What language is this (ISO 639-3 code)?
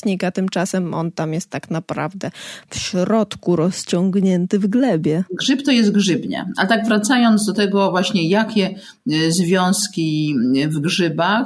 pol